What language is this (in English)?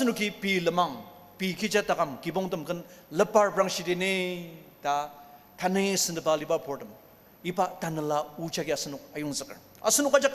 Ao Naga